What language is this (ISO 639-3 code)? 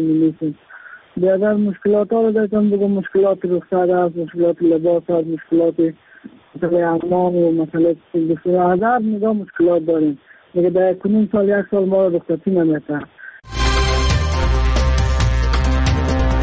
fas